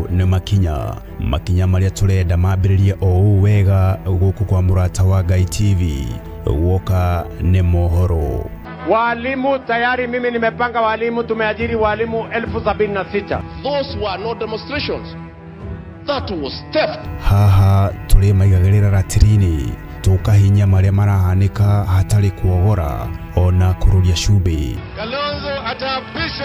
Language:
Kikuyu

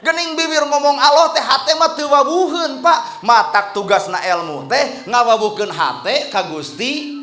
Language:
Sundanese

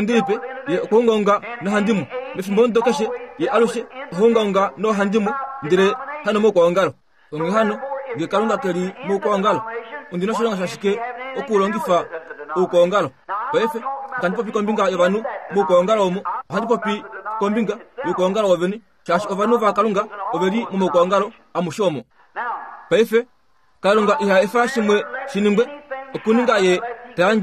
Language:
Kuanyama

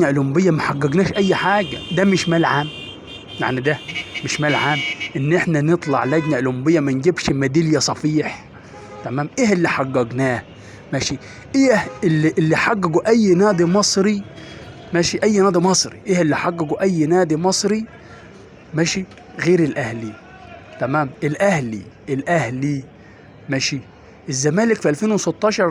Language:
Egyptian Arabic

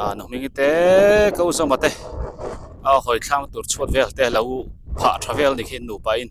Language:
Biete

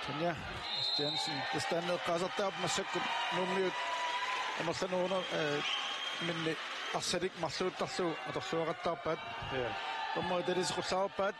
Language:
Kalaallisut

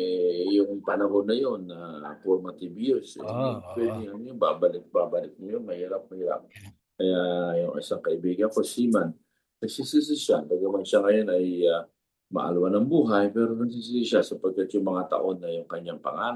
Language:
Filipino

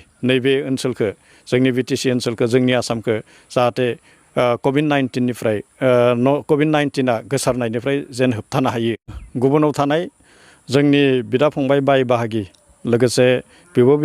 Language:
Bodo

